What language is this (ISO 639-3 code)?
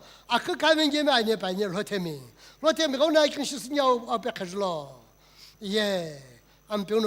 nsm